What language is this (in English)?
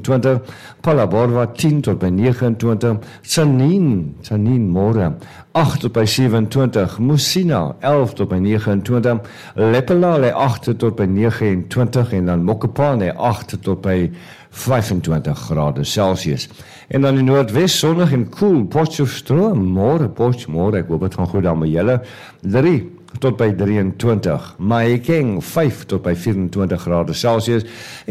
Afrikaans